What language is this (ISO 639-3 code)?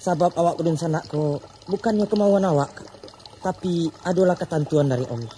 min